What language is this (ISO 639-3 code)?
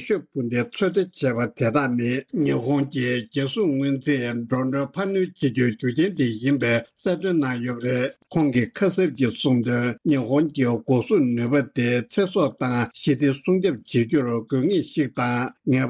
bod